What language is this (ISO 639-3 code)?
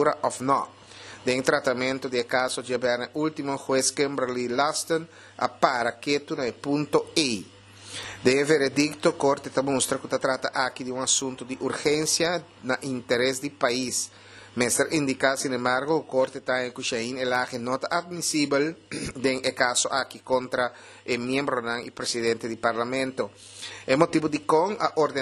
pap